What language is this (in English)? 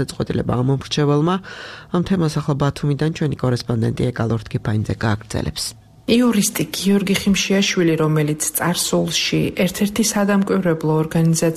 Georgian